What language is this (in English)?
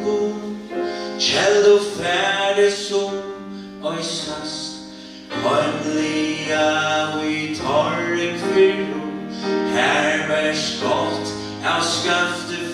Faroese